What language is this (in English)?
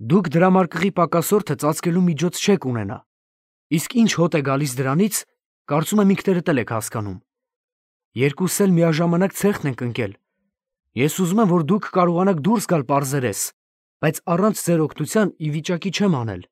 Armenian